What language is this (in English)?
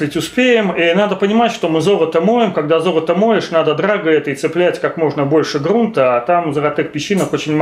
Russian